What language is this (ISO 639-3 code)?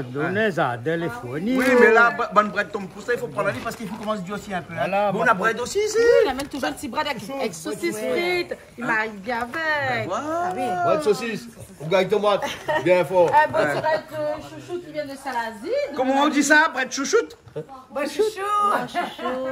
rcf